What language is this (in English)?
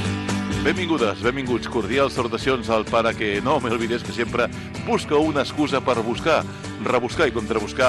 Catalan